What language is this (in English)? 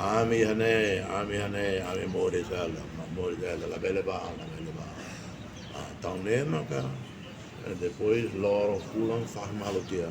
Tetum